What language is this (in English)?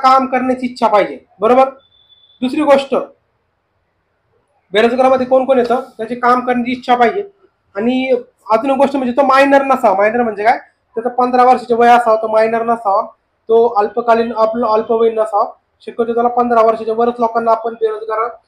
Marathi